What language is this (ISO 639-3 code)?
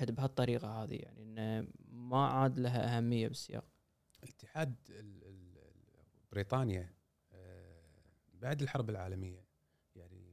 afb